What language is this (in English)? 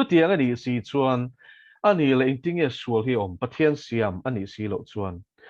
Mizo